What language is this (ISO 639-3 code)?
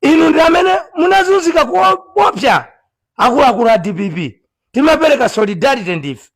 nya